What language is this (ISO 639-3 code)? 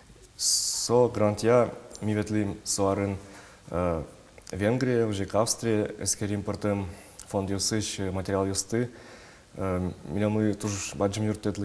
udm